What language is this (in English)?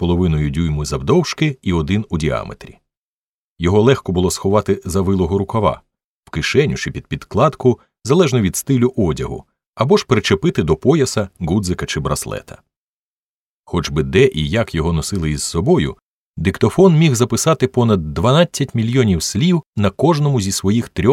Ukrainian